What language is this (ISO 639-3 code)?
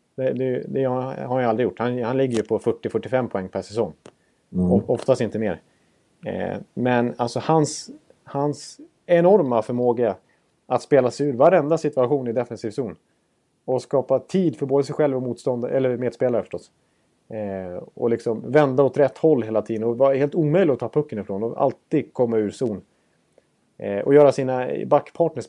swe